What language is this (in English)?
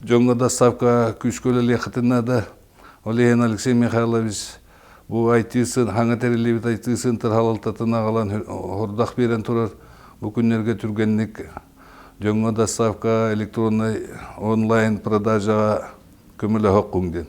Yakut